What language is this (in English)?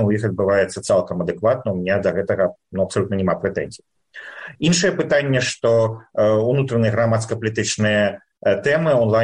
Belarusian